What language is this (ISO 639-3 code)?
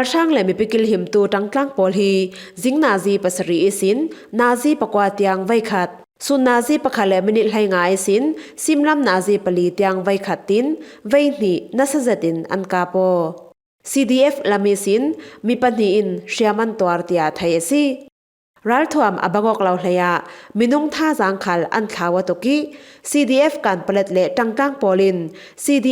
cfm